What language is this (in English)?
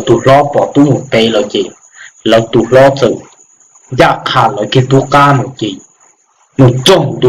Hmong